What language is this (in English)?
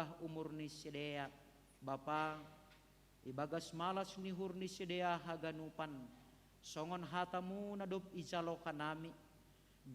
Batak Simalungun